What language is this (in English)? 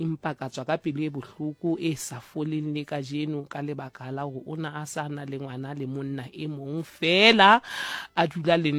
Southern Sotho